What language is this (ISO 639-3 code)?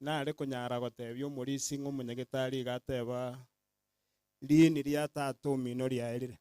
guz